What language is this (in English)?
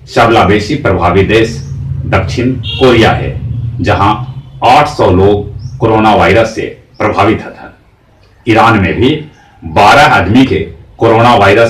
Magahi